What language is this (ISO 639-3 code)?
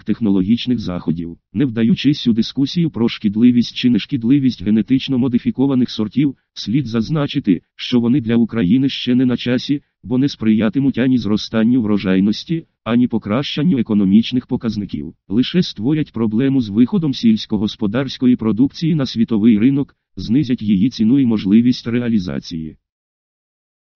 ukr